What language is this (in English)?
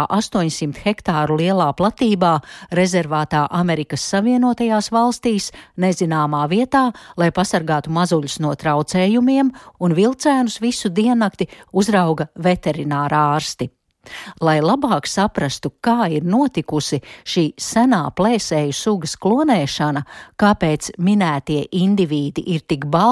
Latvian